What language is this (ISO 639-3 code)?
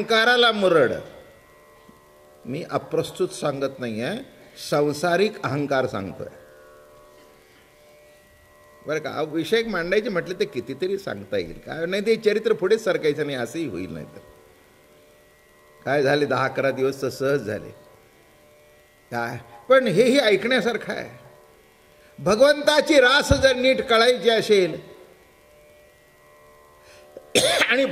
mar